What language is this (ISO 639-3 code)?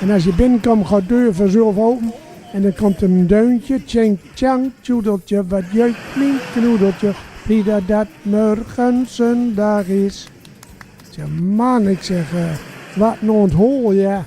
gos